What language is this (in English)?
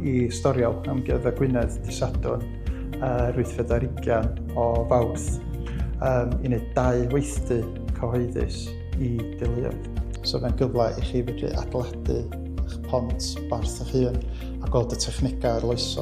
Welsh